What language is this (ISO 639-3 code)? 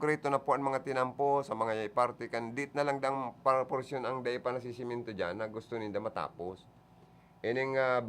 bik